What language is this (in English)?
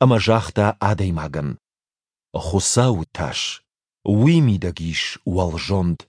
Ossetic